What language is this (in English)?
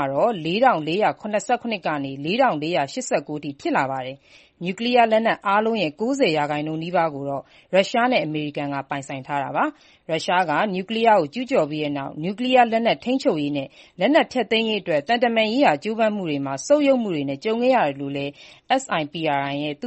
Burmese